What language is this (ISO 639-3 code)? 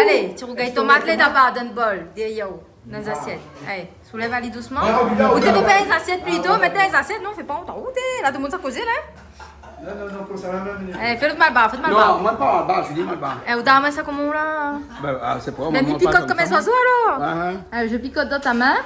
rcf